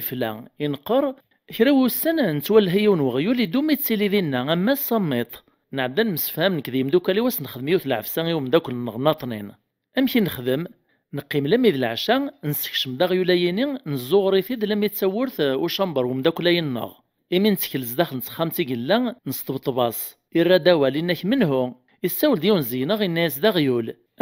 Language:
Kabyle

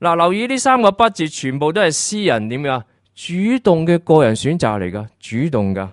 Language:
Cantonese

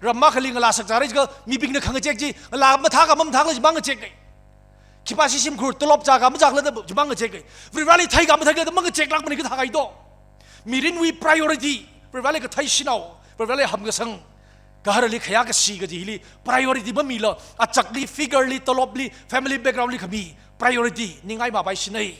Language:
Tangkhul Naga (India)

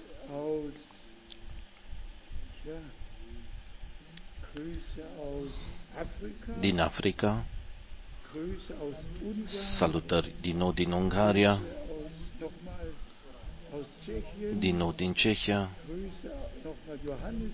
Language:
Romanian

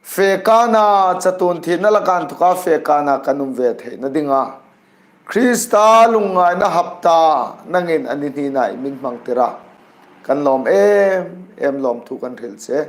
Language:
Hmar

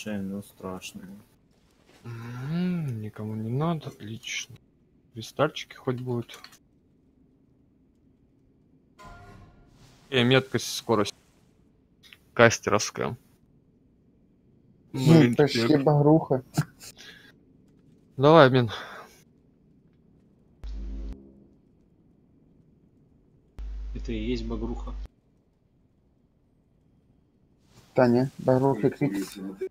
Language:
Russian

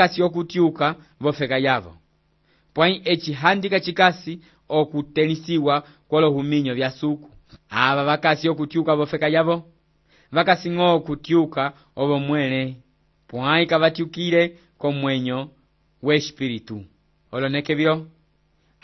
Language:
Umbundu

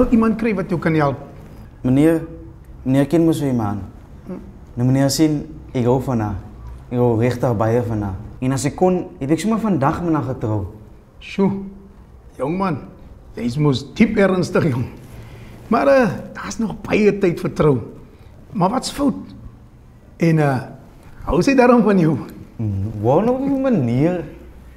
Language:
Afrikaans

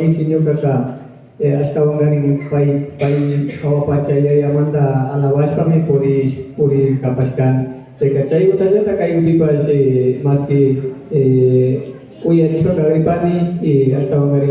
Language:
Imbabura Highland Quichua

